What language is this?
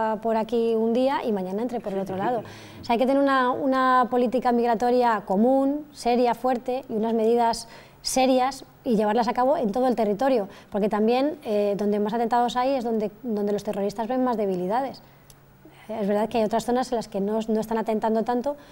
Spanish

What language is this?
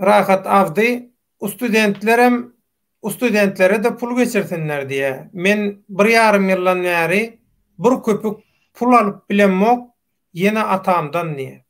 Turkmen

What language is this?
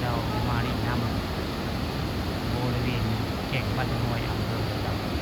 Northeastern Thai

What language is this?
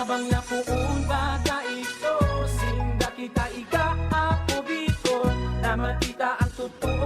Bikol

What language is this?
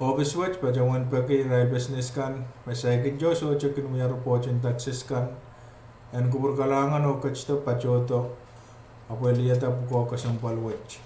Pohnpeian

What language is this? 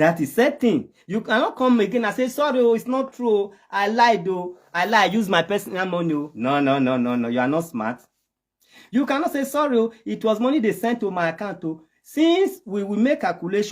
Nigerian Pidgin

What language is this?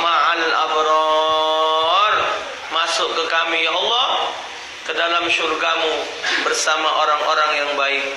Musi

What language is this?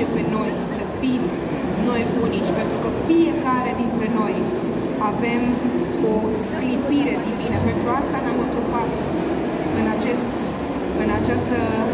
Romanian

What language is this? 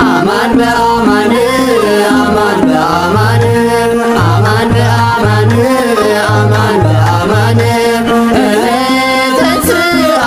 Geez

